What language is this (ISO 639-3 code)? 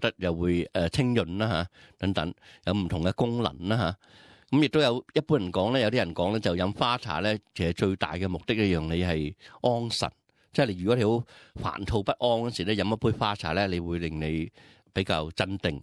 yue